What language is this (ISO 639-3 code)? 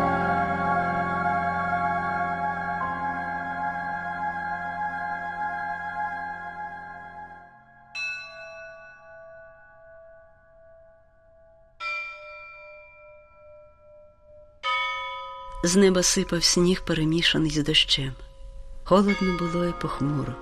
ukr